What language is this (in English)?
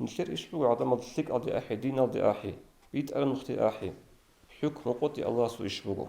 Avaric